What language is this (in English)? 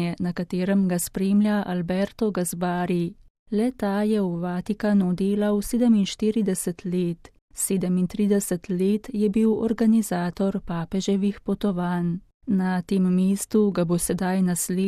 Slovenian